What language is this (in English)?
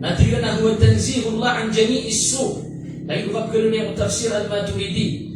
Maranao